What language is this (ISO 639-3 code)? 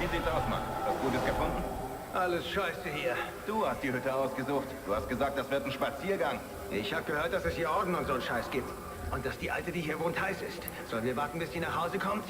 bar